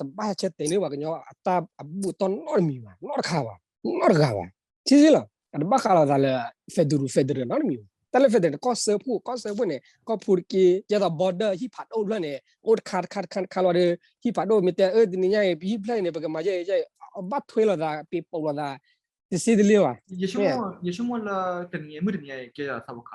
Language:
S'gaw Karen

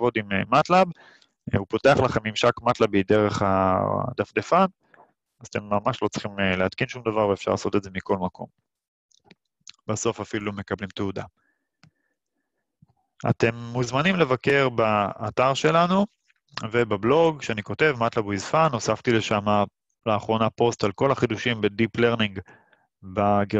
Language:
Hebrew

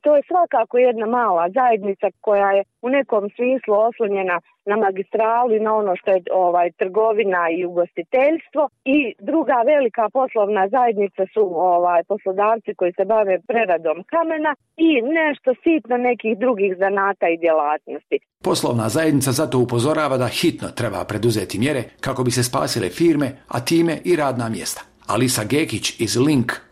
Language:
Bosnian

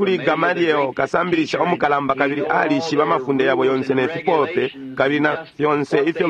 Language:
Bemba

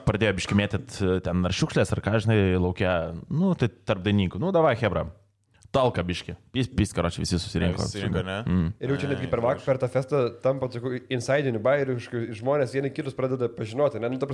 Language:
Lithuanian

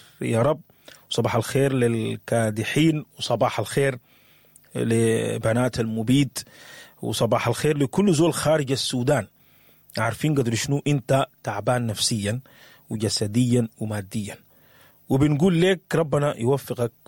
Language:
Sudanese Arabic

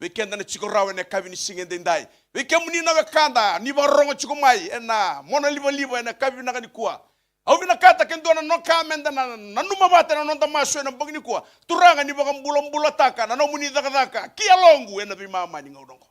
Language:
Fijian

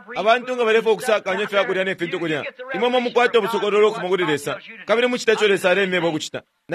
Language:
Bemba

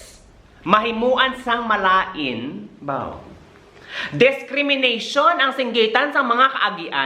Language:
Hiligaynon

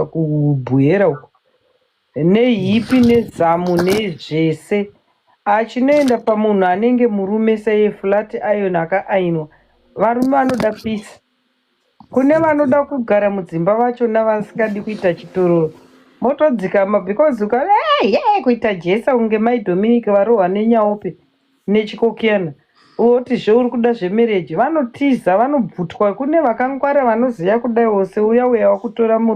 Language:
Shona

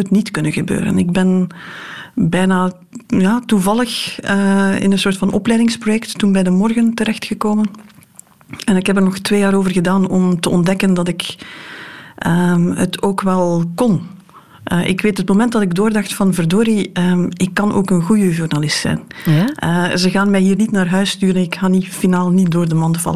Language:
Dutch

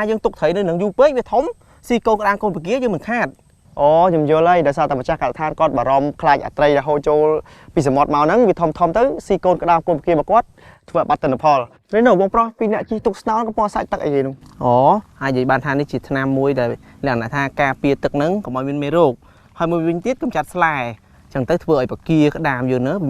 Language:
Khmer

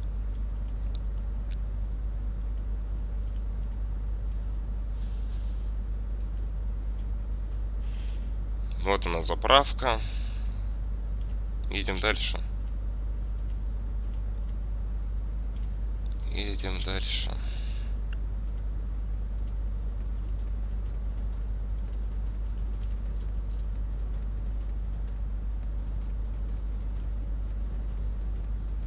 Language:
Russian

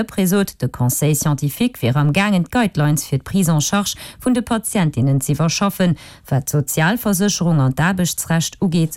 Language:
Luxembourgish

